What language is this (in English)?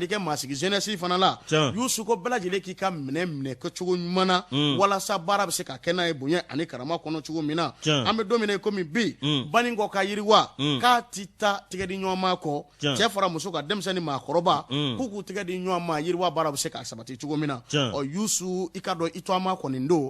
Bambara